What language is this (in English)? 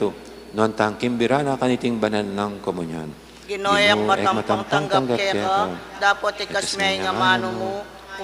Pampanga